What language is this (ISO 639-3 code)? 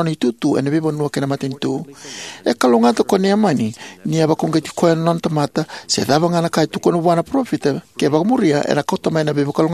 fij